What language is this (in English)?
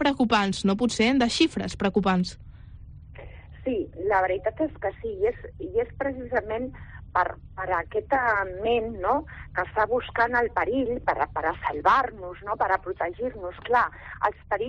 Catalan